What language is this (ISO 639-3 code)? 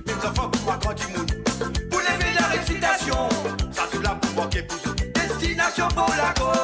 mfe